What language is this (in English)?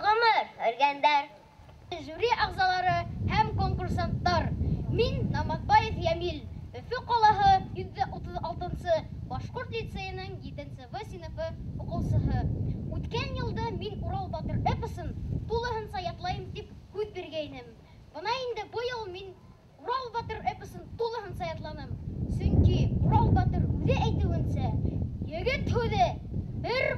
Bashkir